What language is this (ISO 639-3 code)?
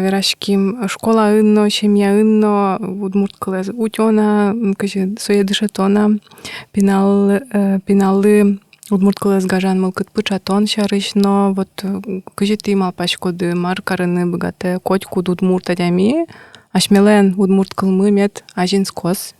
udm